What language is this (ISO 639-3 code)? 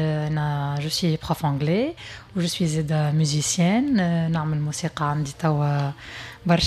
aeb